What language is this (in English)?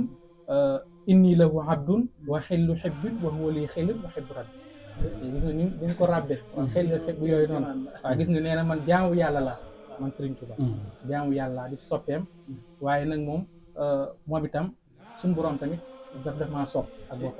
Wolof